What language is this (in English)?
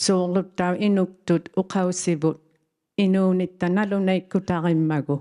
Inuktitut